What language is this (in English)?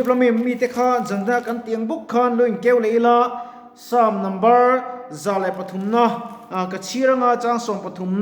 Mizo